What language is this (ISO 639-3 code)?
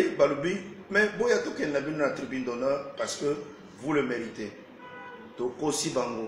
lin